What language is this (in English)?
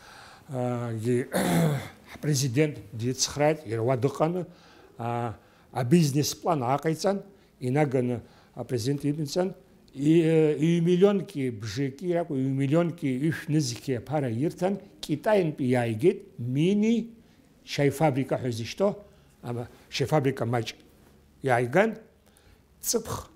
Abkhazian